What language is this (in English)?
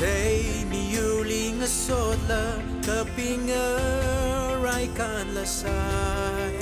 Tangkhul Naga (India)